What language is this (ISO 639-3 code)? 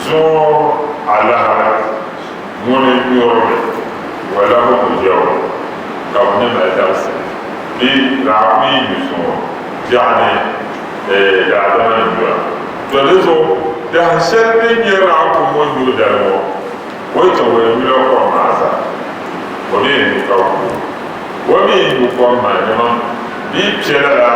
dag